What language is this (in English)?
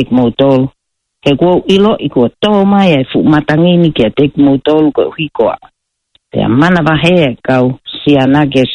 Tongan